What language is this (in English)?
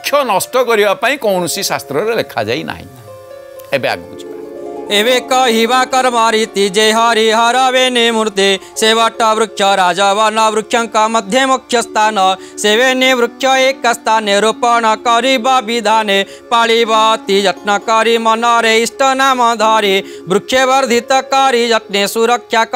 Odia